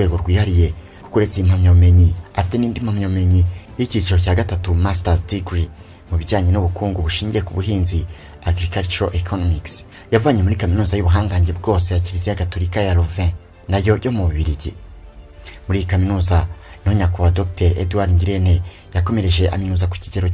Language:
Kinyarwanda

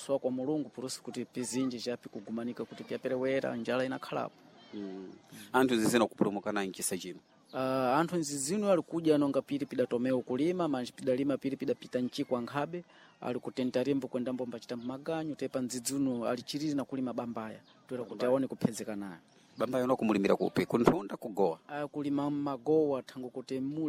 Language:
Sena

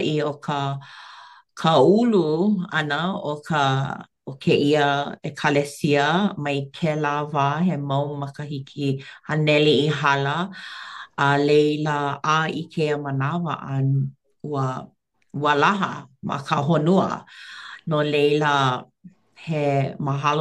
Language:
Hawaiian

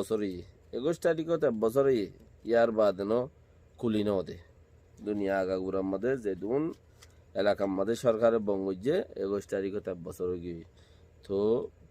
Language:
Rohingya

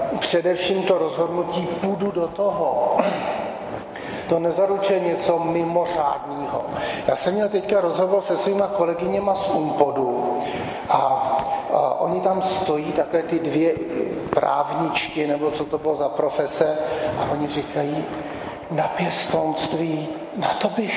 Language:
Czech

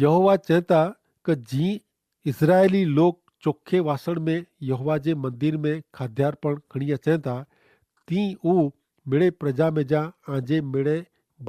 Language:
Kachhi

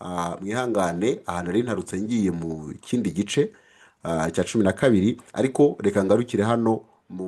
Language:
Kinyarwanda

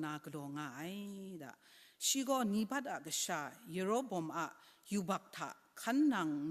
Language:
Kachin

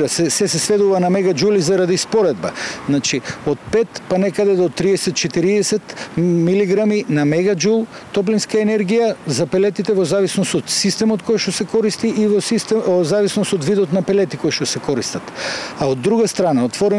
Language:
Macedonian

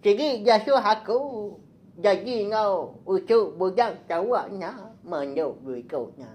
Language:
Iban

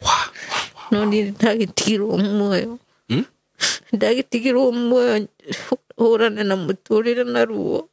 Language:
Kikuyu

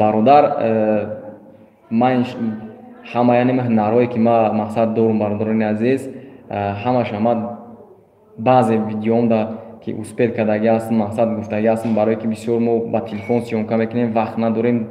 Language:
Tajik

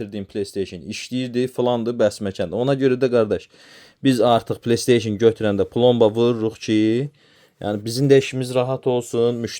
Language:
Azerbaijani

